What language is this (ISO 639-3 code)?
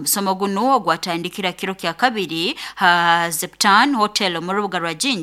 nyo